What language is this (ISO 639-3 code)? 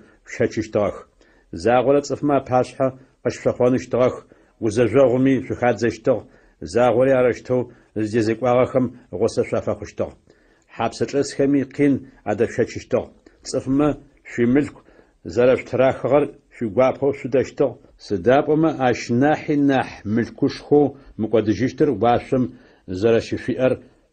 ady